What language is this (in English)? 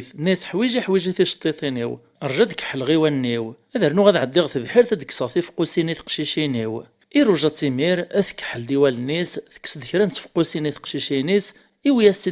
Kabyle